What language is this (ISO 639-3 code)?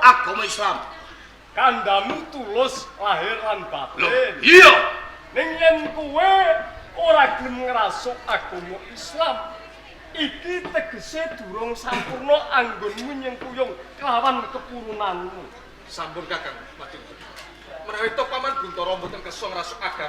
jav